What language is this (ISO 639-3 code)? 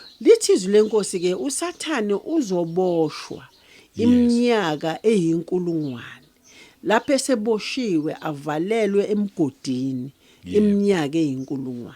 zul